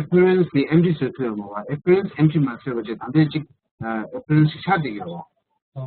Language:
Tibetan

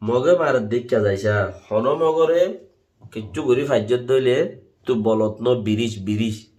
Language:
Rohingya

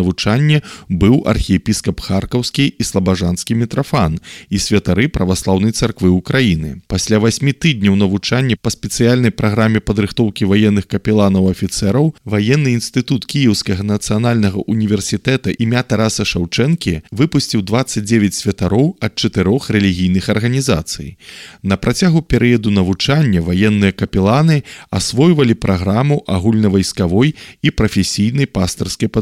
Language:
Belarusian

